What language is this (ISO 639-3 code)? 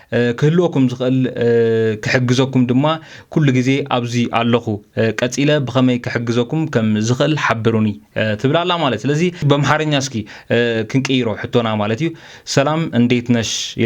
tir